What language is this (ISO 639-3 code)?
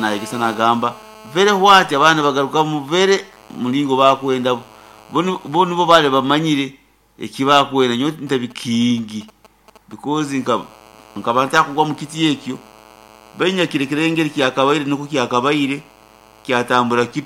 nyo